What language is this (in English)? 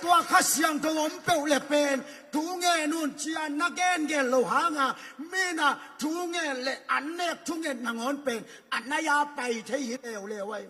Tedim Chin